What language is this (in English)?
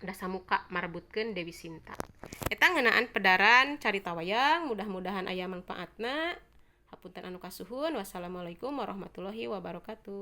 Sundanese